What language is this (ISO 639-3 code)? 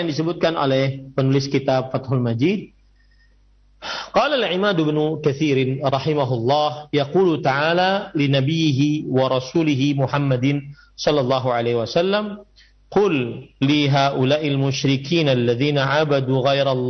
ind